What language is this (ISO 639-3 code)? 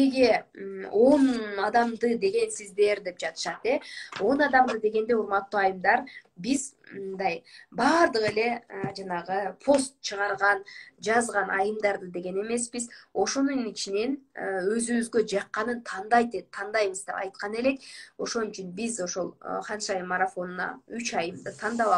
kir